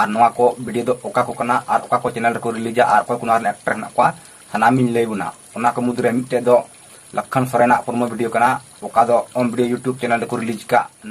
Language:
Santali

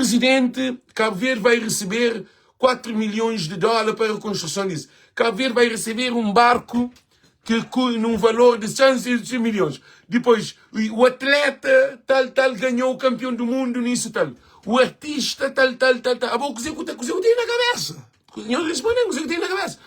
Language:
Kabuverdianu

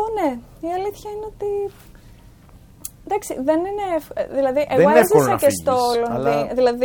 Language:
Greek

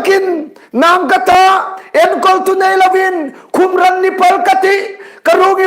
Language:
Hmar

